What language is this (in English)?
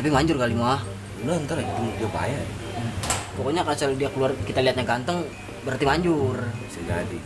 Betawi